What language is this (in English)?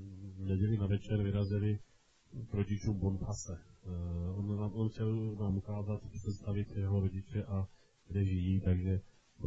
Czech